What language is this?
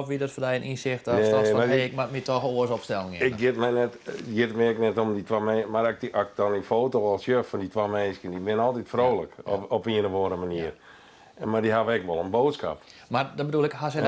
Western Frisian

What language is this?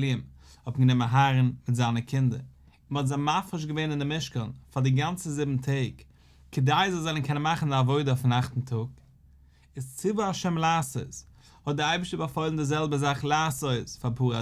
Yiddish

